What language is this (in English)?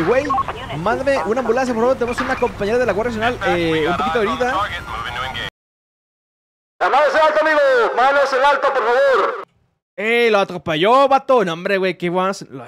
Spanish